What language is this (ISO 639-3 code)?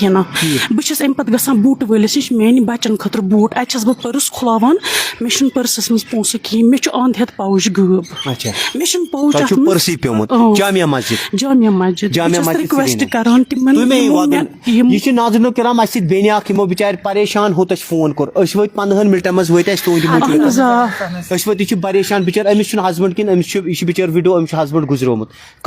kas